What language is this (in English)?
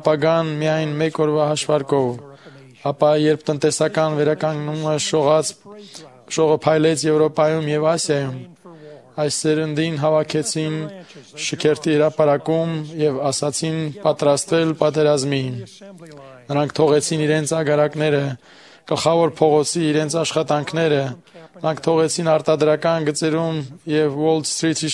Armenian